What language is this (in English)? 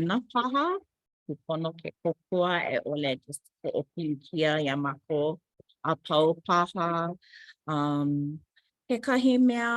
Hawaiian